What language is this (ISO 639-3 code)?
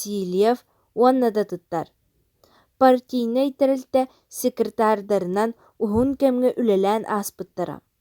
sah